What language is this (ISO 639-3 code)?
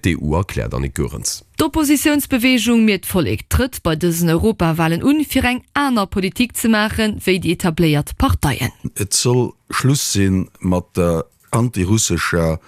ltz